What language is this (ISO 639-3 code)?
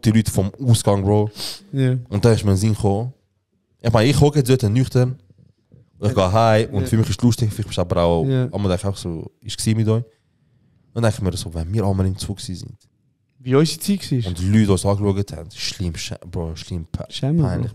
gsw